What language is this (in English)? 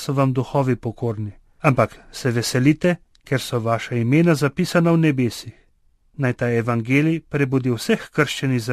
Slovenian